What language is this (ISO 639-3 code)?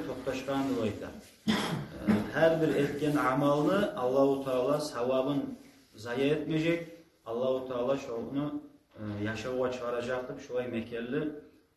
kum